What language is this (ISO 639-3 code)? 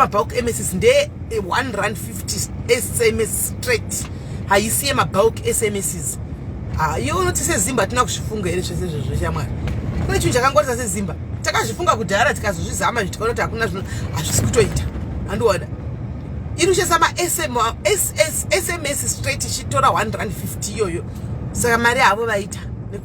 sna